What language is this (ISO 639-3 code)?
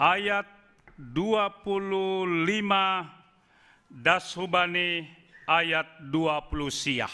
bts